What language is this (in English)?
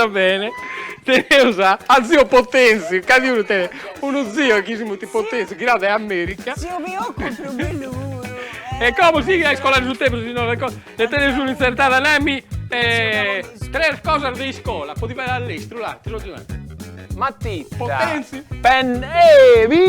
Sardinian